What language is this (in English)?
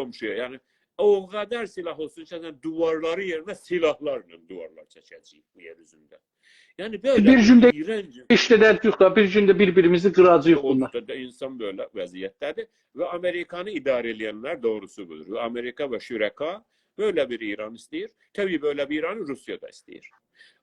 South Azerbaijani